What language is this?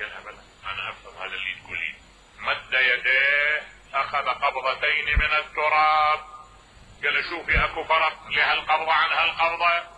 Mesopotamian Arabic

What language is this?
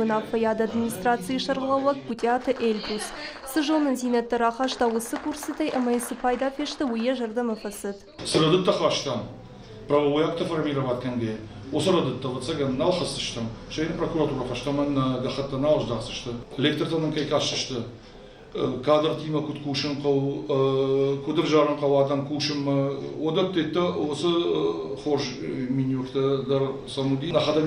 Ossetic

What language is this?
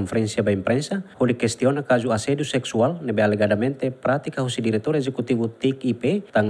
Tetum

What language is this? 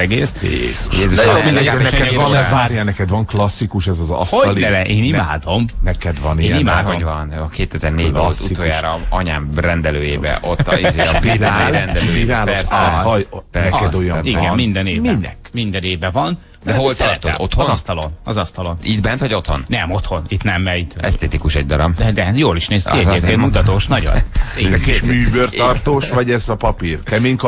Hungarian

